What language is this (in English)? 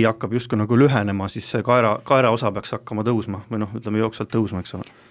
Estonian